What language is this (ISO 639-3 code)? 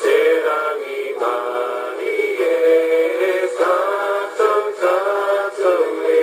mri